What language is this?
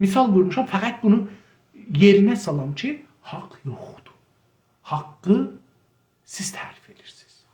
South Azerbaijani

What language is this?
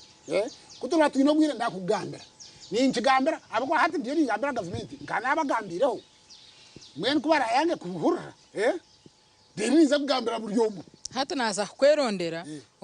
Nyankole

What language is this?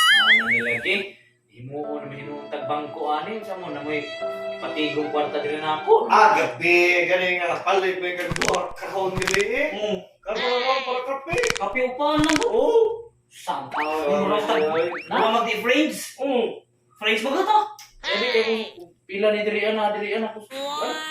Cebuano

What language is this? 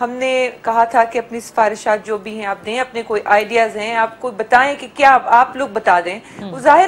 Urdu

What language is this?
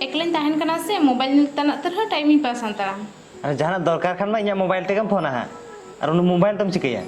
Santali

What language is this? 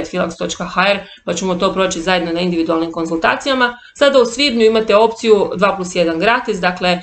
Croatian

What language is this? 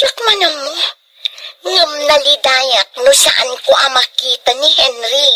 Iloko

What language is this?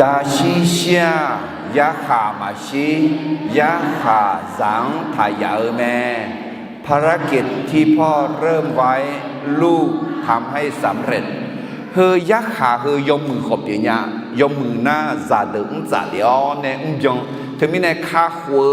Akha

